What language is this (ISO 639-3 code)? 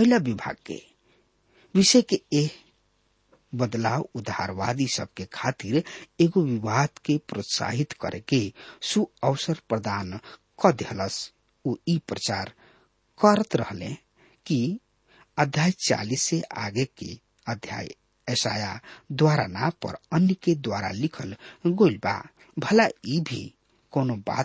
bho